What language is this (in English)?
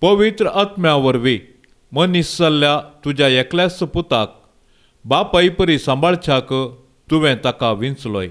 Konkani